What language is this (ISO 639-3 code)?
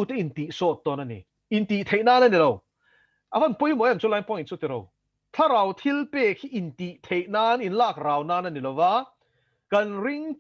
lus